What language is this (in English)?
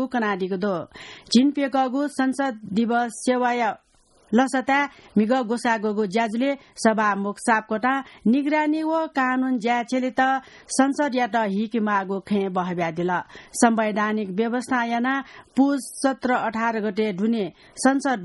Newari